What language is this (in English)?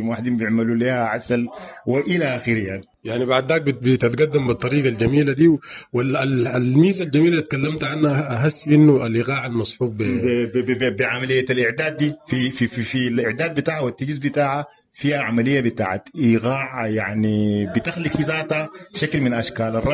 Sudanese Arabic